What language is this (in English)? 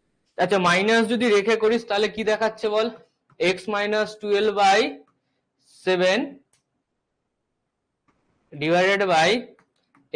Bangla